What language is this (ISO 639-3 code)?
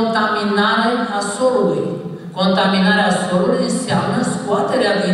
ron